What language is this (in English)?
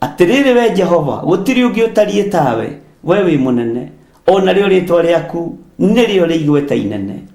Kikuyu